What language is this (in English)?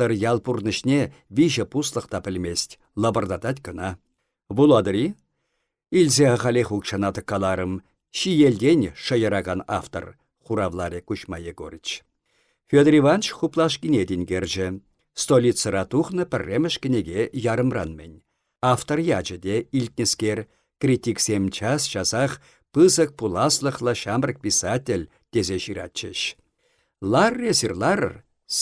Chuvash